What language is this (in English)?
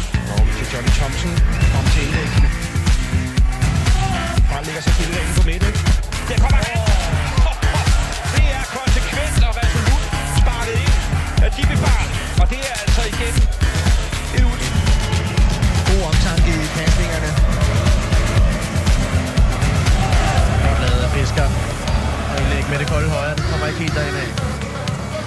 Danish